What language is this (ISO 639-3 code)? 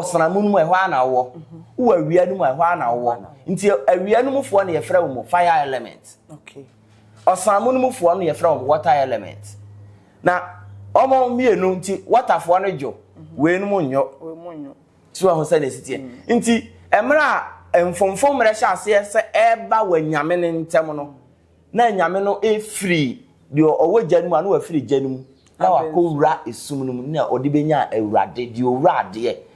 aka